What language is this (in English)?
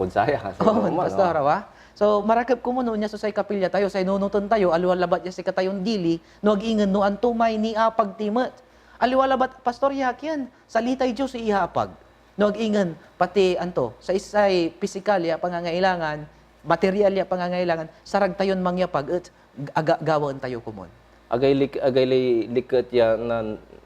Pangasinan